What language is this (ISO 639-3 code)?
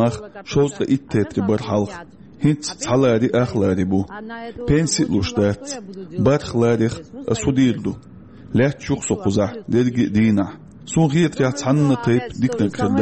che